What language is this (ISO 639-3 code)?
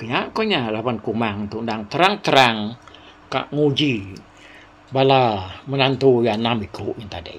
iba